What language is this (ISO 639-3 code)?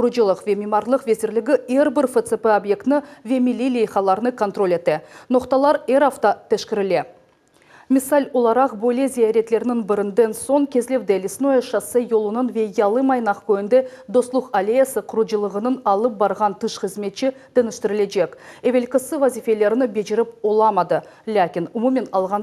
crh